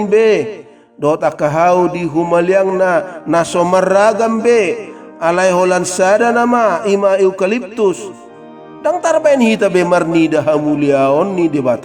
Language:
Batak Toba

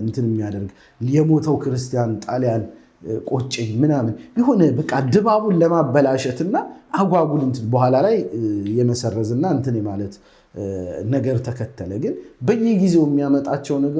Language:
Amharic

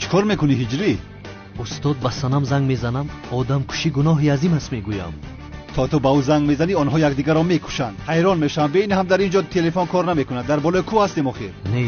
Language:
Tajik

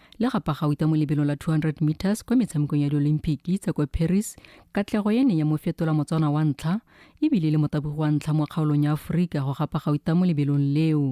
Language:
Tswana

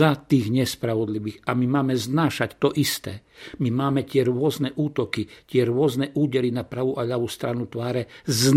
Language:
Slovak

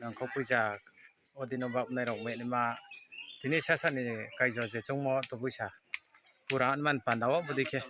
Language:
Riang (India)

